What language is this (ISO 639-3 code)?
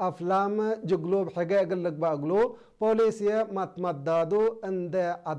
tig